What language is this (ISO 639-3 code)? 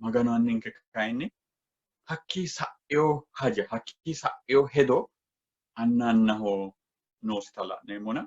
sid